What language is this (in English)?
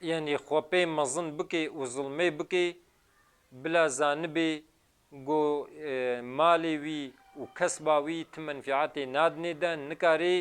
Kurdish